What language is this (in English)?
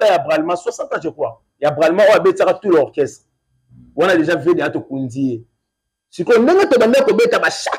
Lingala